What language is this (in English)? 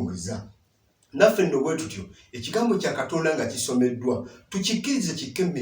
Ganda